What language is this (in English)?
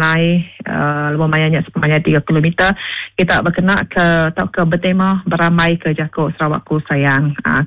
Iban